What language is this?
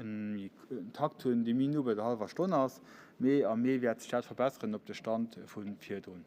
Luxembourgish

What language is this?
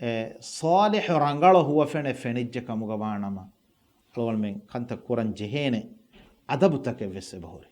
Divehi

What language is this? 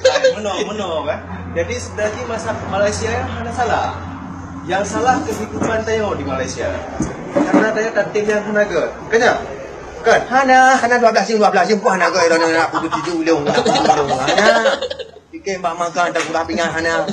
Achinese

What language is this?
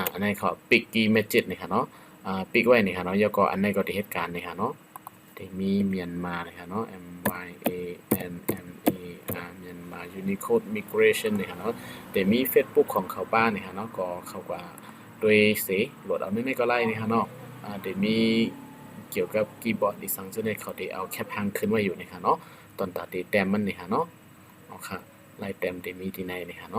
Shan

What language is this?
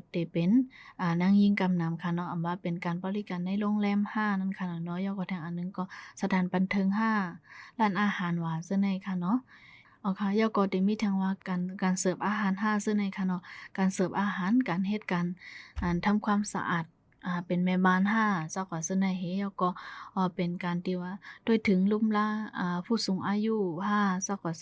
Shan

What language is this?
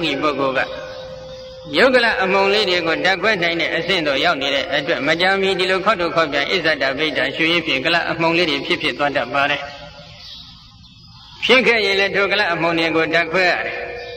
Burmese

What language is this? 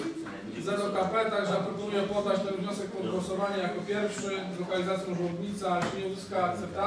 Polish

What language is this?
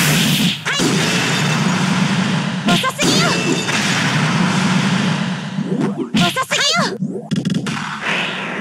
Japanese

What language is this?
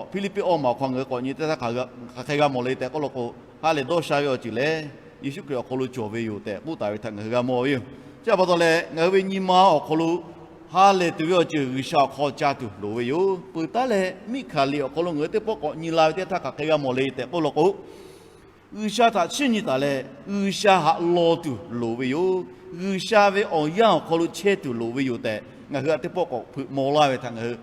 Lahu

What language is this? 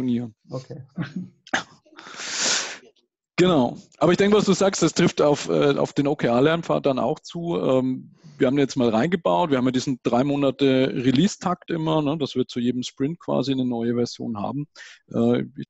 German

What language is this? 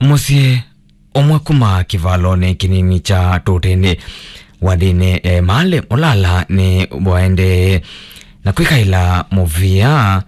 Kamba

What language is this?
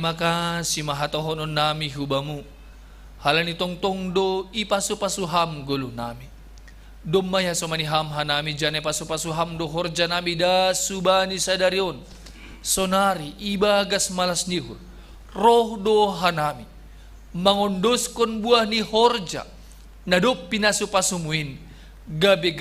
Batak Simalungun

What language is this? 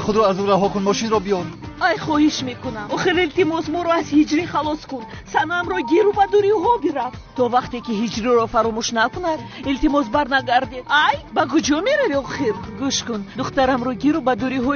Tajik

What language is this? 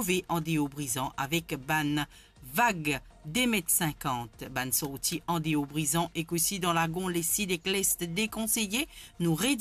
Morisyen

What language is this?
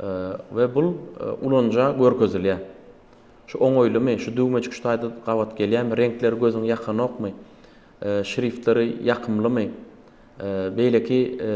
Turkmen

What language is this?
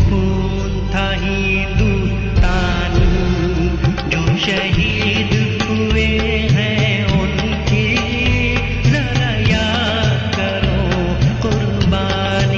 Hindi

